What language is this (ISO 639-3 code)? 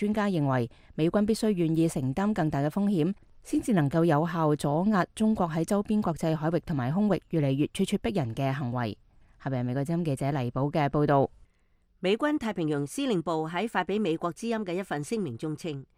yue